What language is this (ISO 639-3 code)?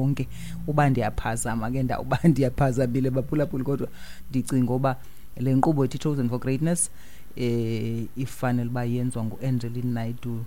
xho